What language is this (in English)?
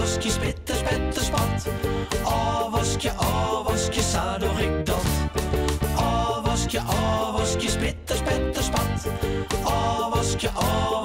Western Frisian